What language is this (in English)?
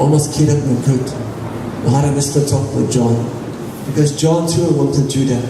Tok Pisin